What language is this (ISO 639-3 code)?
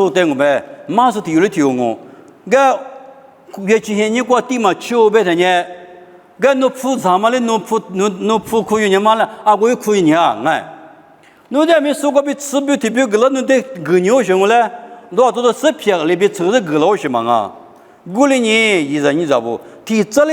lis